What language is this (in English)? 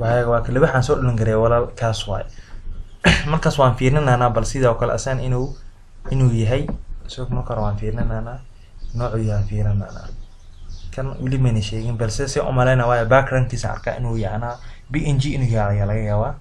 Somali